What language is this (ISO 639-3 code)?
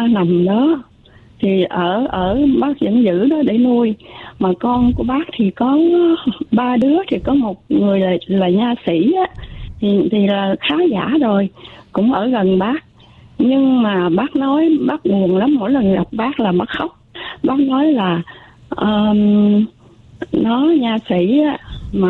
vie